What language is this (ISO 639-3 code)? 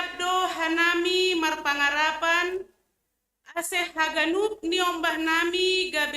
bts